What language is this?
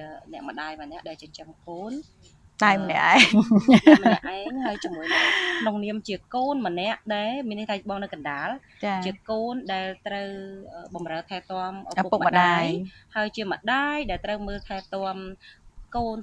Khmer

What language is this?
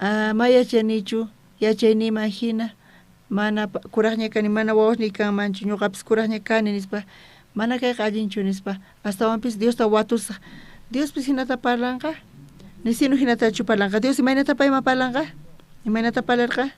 South Bolivian Quechua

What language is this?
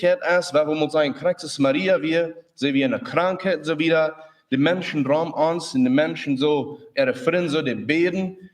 Plautdietsch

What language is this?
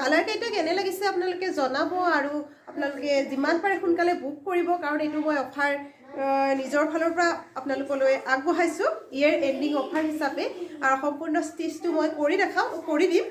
Assamese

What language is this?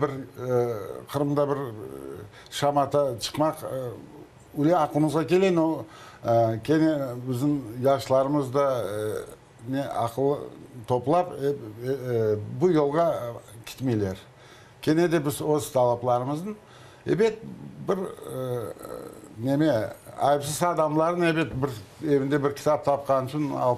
Crimean Tatar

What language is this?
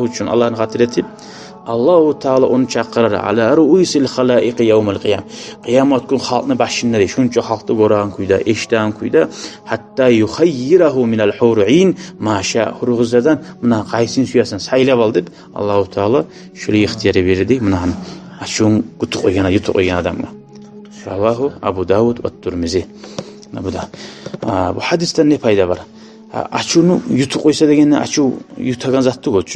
Kumyk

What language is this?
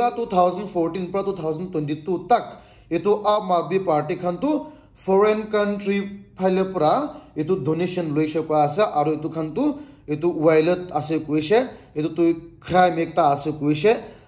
Naga Pidgin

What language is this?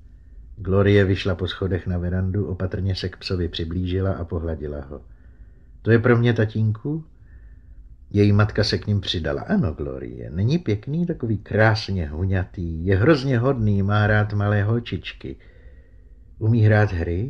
Czech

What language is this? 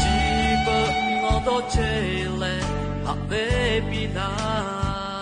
Lahu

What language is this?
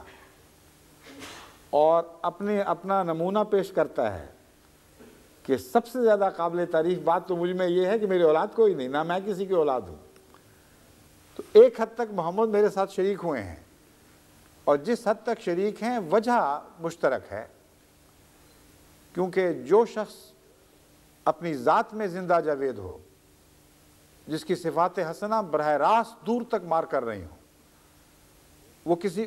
Urdu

